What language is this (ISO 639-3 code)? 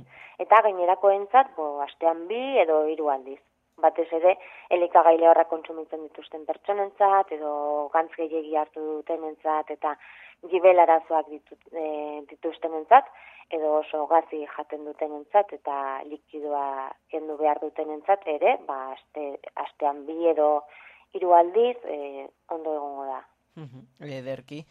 eus